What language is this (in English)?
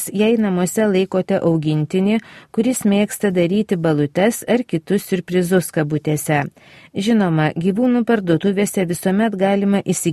Lithuanian